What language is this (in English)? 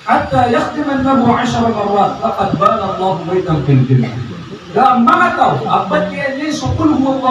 Maranao